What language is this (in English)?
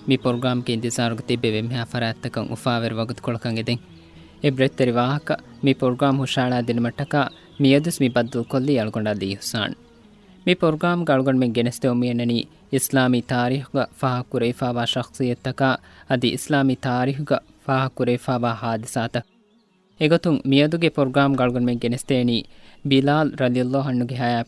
Divehi